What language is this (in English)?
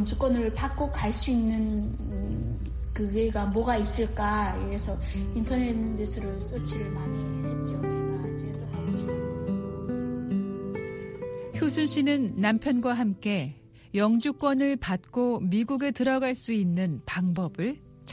Korean